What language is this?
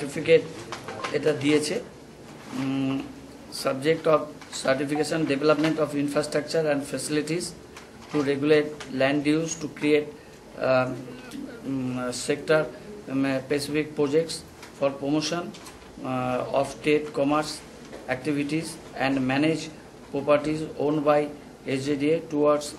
Bangla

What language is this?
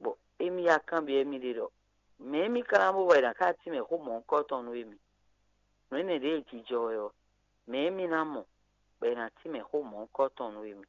Fon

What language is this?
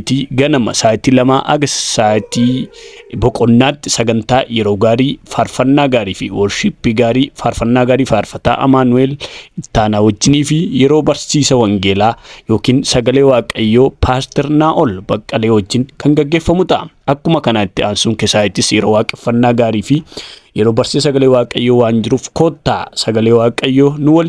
Oromo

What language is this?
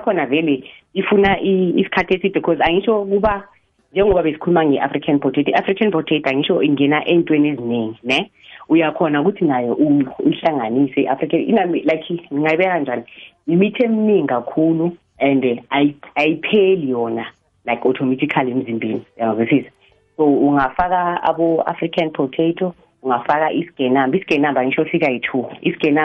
South Ndebele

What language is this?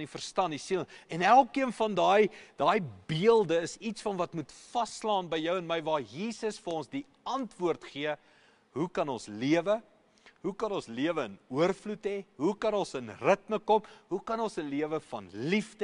Afrikaans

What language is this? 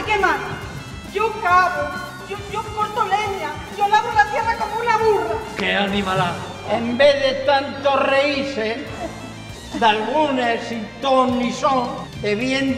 Asturian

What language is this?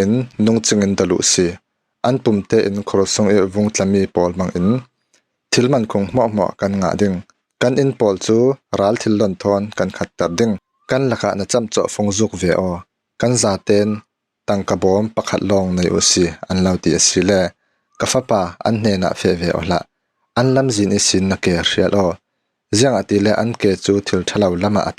Falam Chin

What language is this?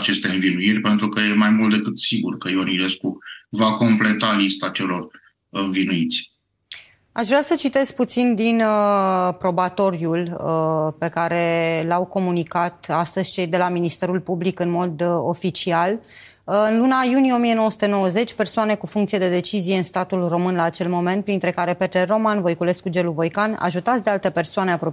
Romanian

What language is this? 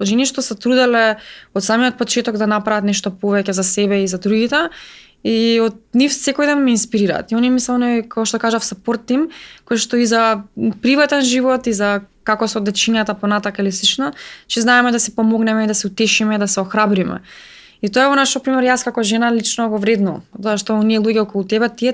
Macedonian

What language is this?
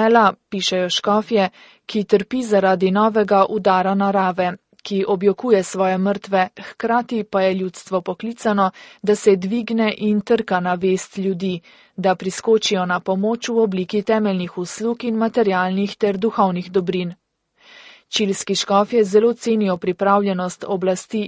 Slovenian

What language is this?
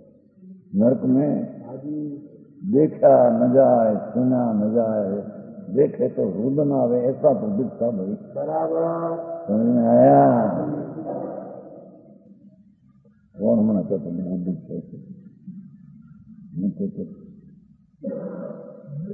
Hindi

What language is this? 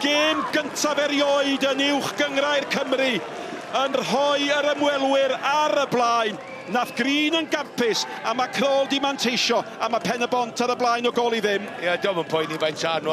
Welsh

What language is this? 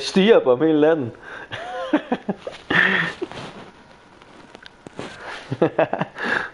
Danish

